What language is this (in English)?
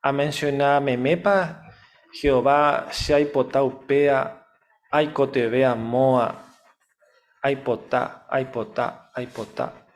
Guarani